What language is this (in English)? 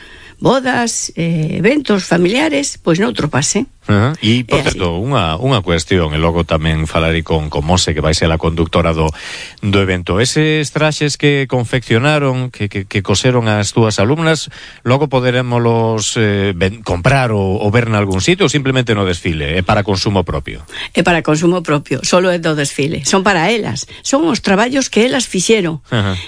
Galician